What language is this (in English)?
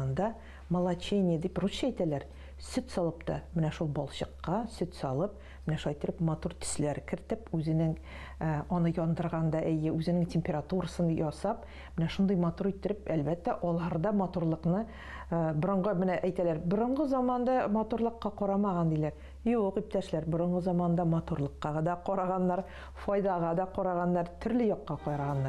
Tatar